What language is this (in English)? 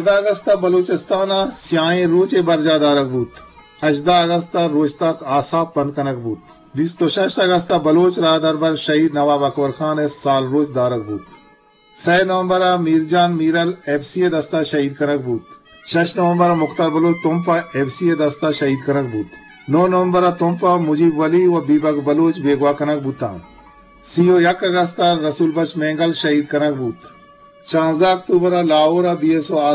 Eastern Balochi